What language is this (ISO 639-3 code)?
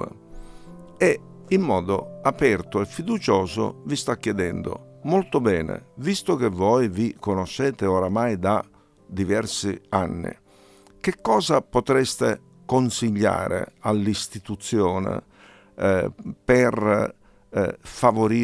ita